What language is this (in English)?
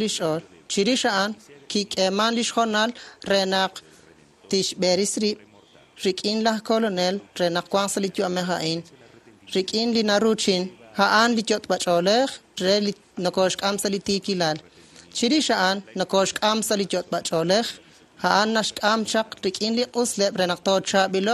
Kekchí